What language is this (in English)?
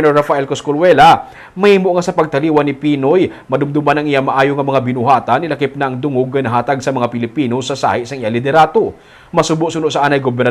Hiligaynon